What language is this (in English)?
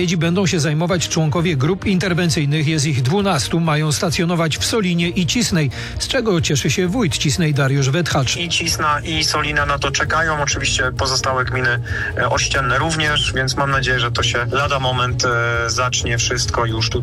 Polish